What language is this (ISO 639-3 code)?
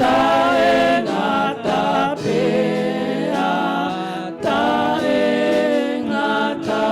ton